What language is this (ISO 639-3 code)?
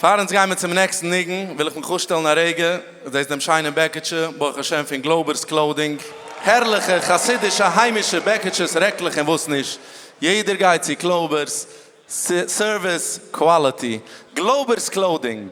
yid